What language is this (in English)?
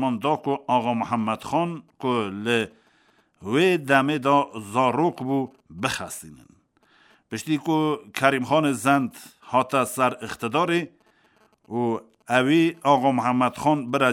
Kurdish